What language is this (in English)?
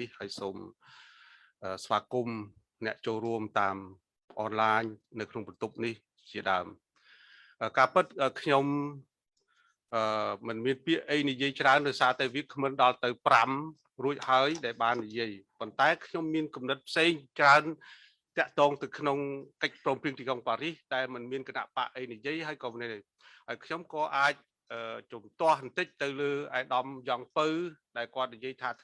Khmer